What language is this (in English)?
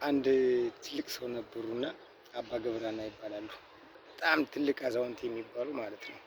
Amharic